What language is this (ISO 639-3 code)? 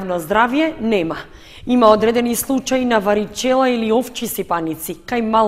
mkd